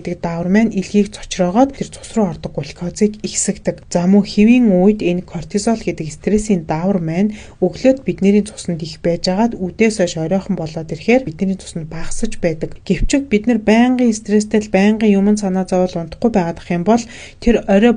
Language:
Mongolian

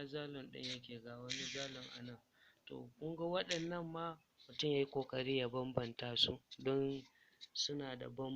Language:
Hausa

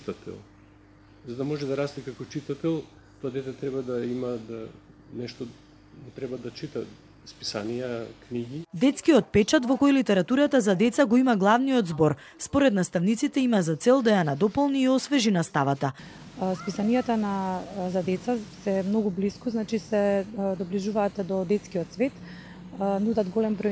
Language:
Macedonian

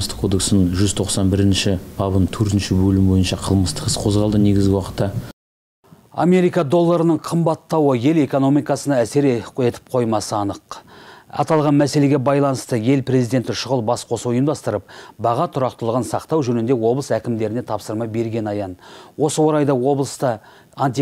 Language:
Kazakh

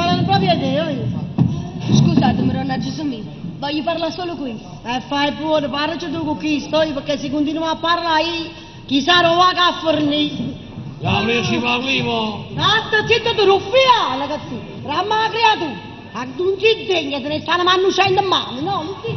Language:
Neapolitan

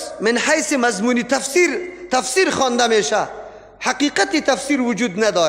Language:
Persian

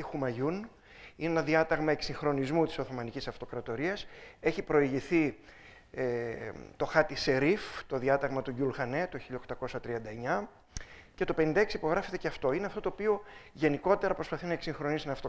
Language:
Greek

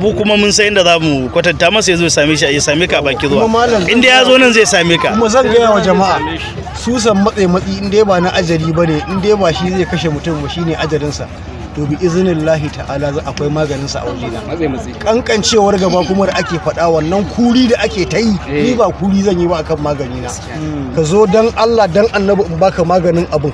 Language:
Hausa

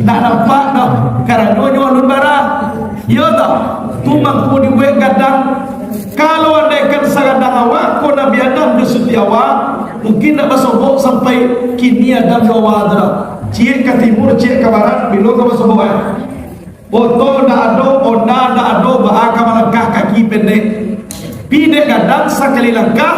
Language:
Minangkabau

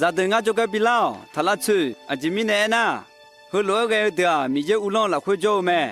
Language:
Akha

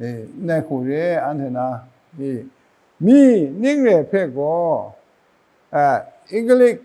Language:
Kachin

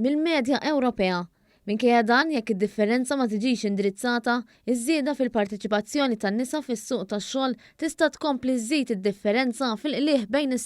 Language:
Maltese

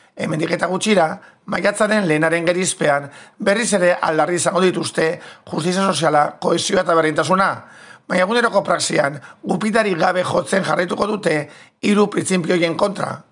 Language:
Basque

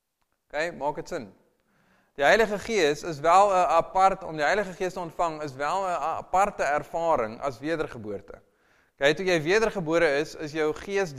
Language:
Afrikaans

